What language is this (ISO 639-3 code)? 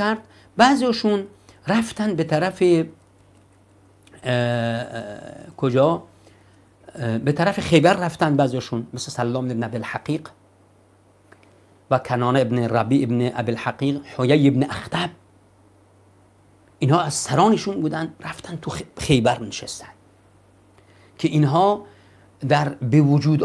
fas